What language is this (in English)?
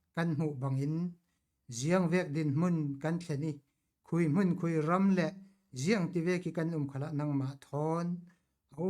Falam Chin